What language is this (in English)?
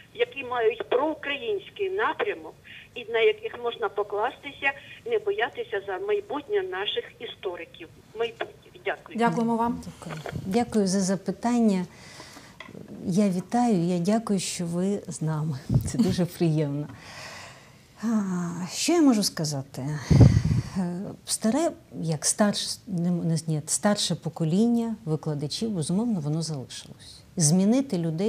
Ukrainian